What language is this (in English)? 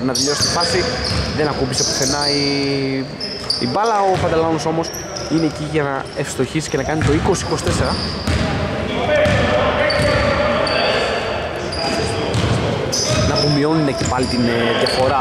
Greek